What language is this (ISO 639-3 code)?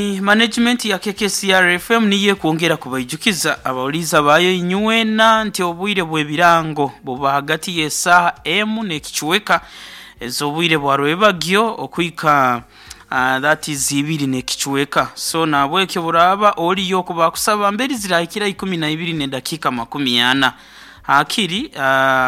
nyo